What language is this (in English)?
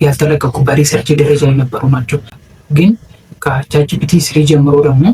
Amharic